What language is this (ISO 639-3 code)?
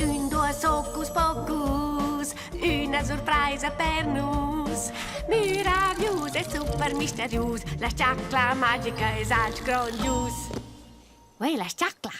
roh